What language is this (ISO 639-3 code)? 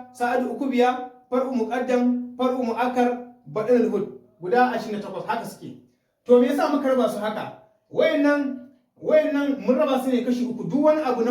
hau